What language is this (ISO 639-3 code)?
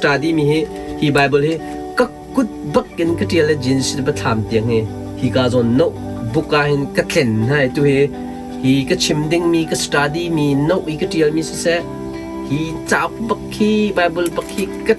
cnh